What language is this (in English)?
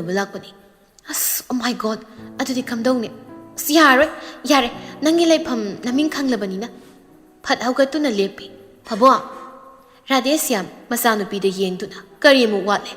Manipuri